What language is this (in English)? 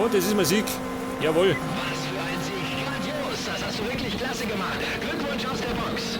Bavarian